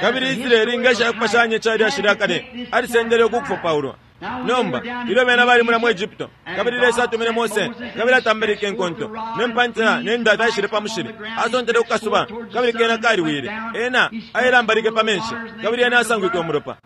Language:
Bemba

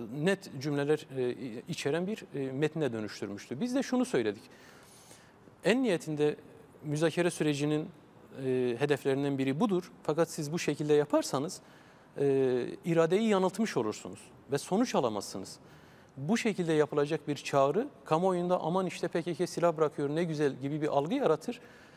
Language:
Turkish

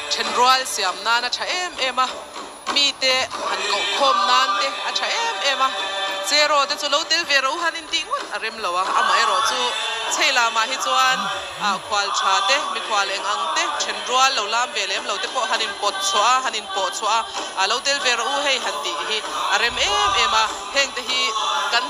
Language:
Mizo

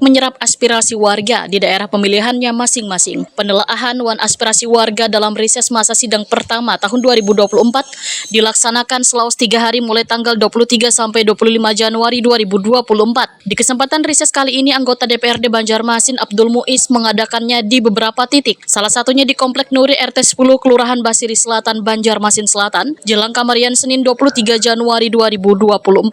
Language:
Banjar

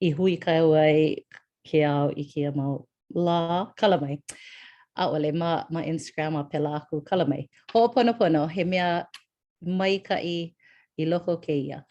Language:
Hawaiian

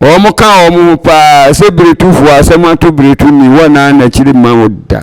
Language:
Akan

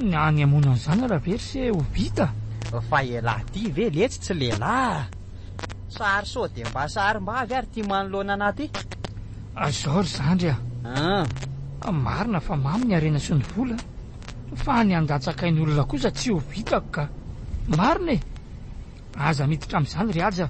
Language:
Malagasy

